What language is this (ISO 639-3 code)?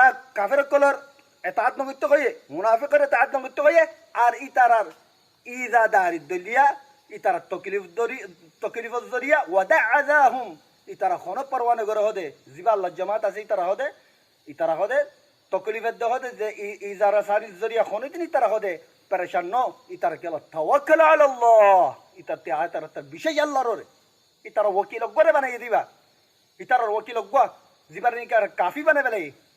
rhg